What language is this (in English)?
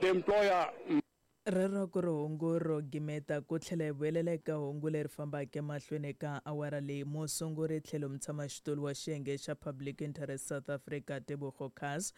Tsonga